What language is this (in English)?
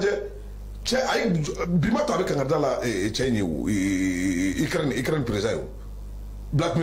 Bambara